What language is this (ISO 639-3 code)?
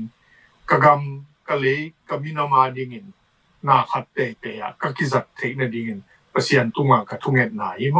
ctd